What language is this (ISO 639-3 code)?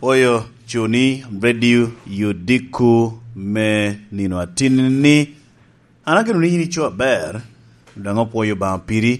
laj